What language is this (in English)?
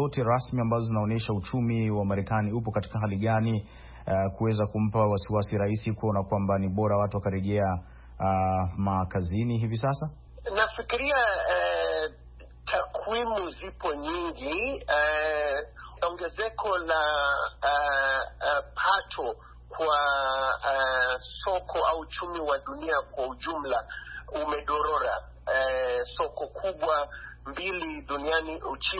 Swahili